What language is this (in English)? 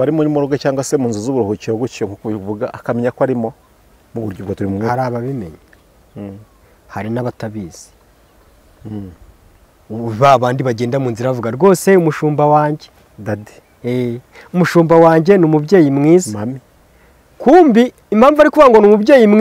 Kinyarwanda